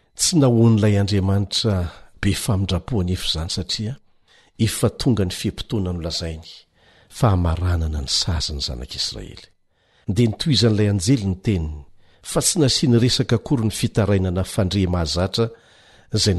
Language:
Malagasy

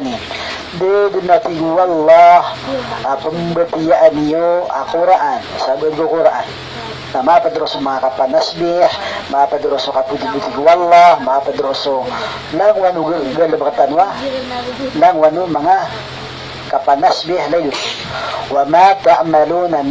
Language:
Maranao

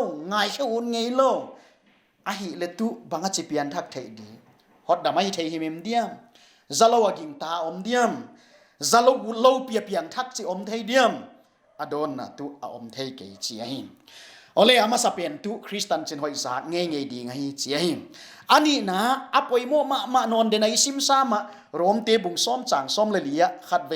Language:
Paite Chin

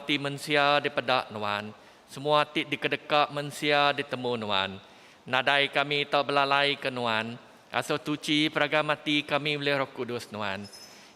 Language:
Iban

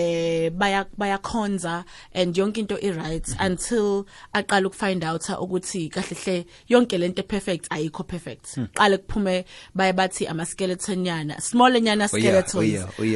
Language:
South Ndebele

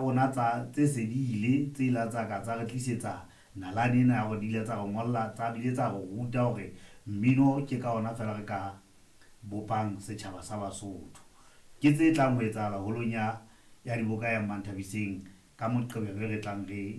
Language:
Southern Sotho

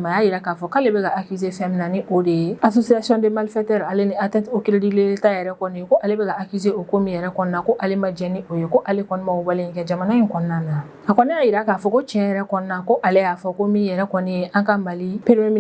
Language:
Bambara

